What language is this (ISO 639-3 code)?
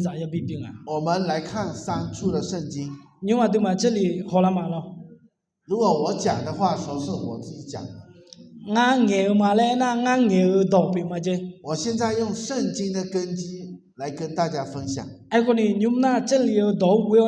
ahk